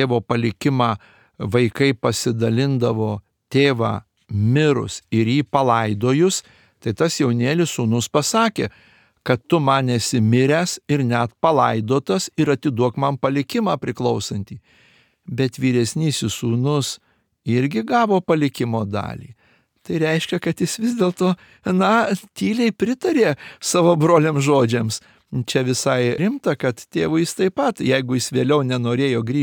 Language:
Lithuanian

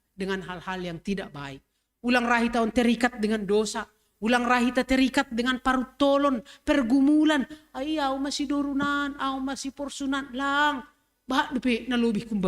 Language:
Batak Simalungun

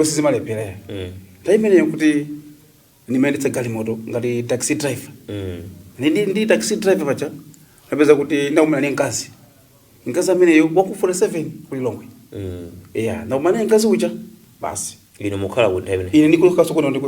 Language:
Nyanja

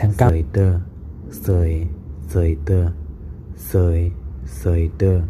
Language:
Shan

